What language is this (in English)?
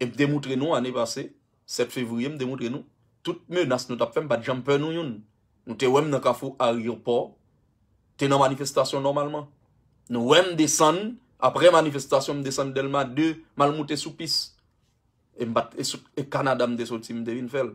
Haitian Creole